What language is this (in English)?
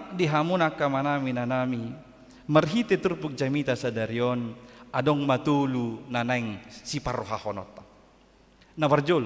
Batak Toba